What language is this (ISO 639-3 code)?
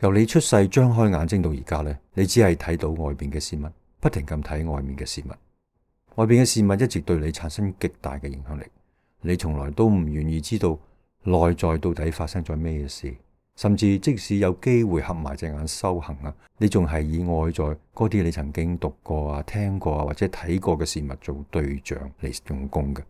yue